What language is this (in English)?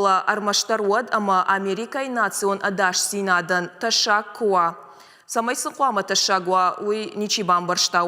Ossetic